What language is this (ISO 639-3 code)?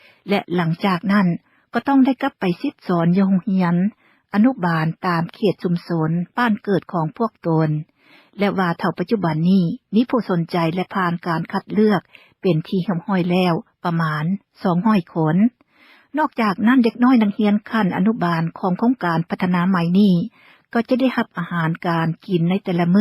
lao